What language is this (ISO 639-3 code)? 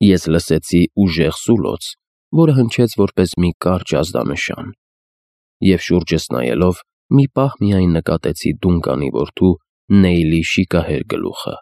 hye